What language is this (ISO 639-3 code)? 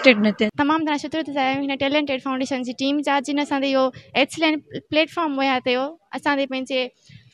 snd